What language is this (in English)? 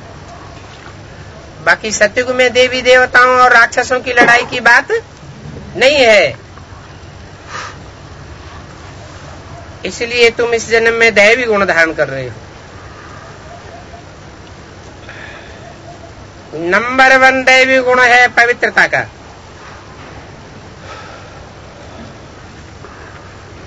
Hindi